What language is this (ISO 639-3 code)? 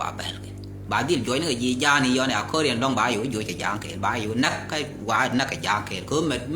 nus